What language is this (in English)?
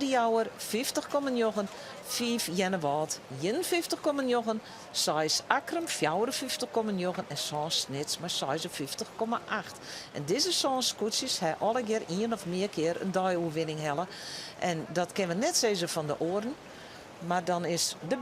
Western Frisian